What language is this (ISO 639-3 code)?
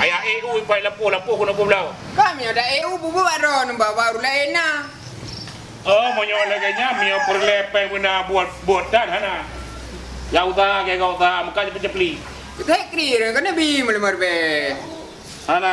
ace